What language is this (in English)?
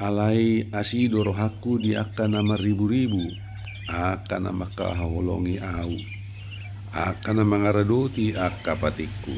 Batak Toba